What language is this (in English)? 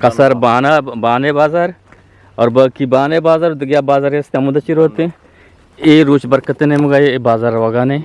Eastern Balochi